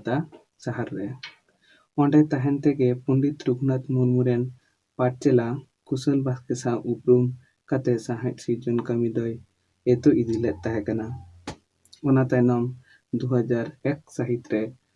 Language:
Santali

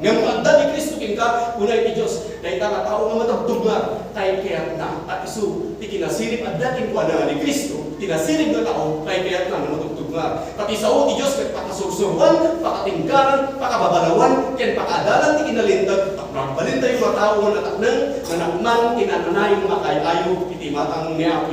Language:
Iloko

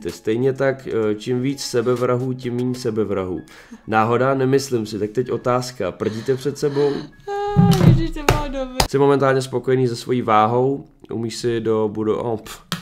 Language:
Czech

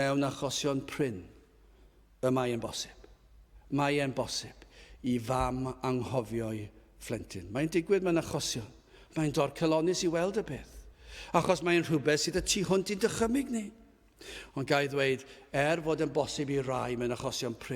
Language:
Welsh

